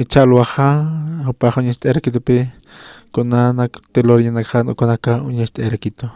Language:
Aymara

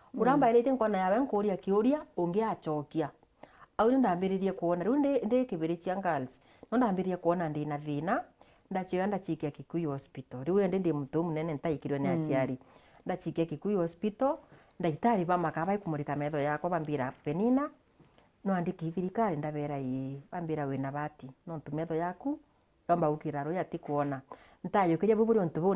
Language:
Meru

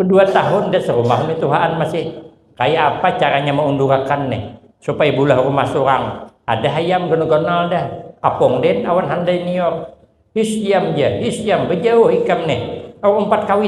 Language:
Banjar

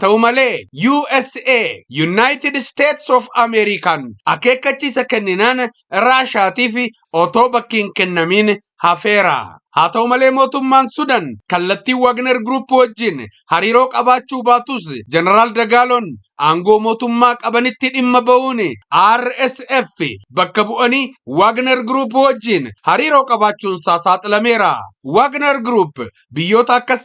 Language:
Oromo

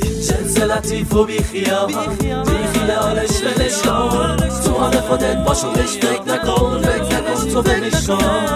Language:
Persian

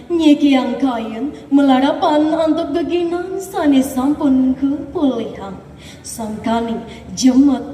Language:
Balinese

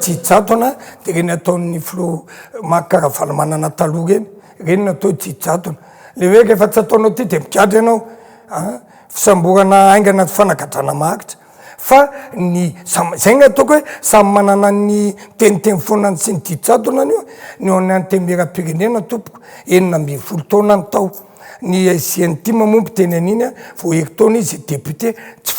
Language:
Malagasy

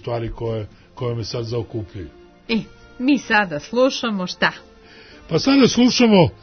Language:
Serbian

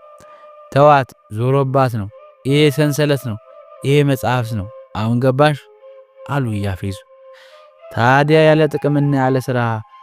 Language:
Amharic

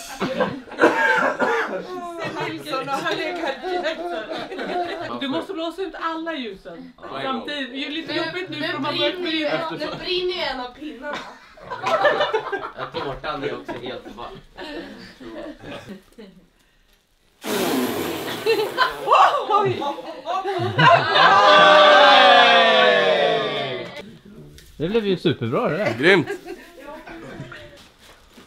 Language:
Swedish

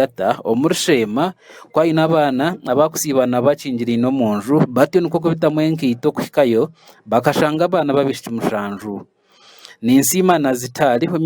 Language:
Nyankole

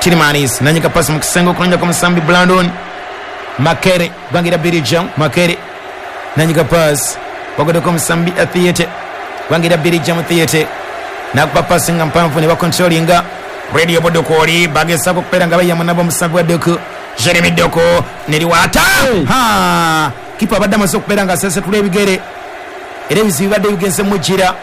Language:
Ganda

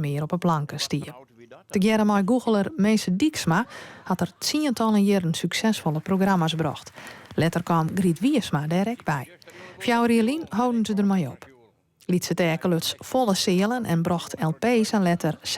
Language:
Western Frisian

